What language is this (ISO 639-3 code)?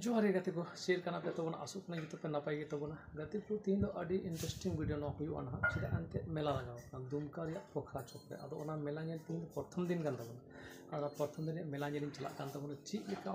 sat